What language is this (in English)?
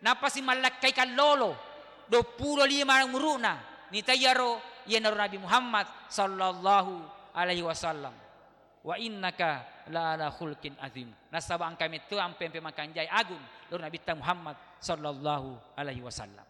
Buginese